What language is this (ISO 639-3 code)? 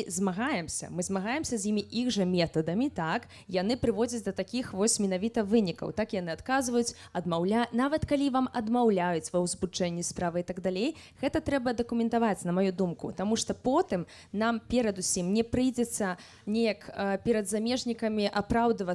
bel